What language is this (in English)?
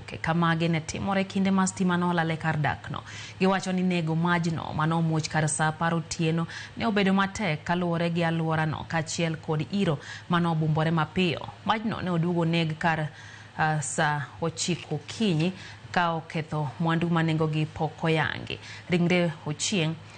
Luo (Kenya and Tanzania)